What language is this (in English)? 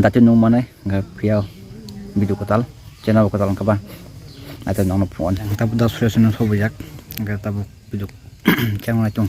Kok Borok